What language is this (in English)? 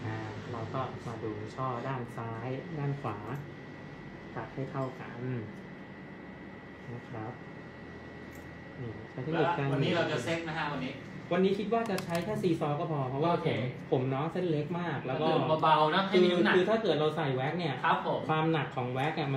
Thai